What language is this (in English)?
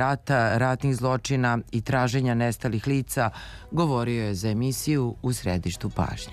Bosnian